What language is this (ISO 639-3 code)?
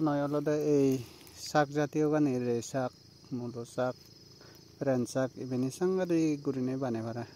ccp